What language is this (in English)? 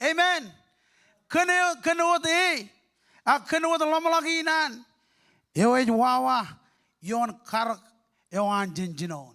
Marshallese